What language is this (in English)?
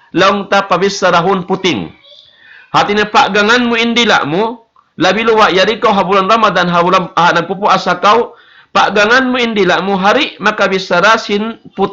Tausug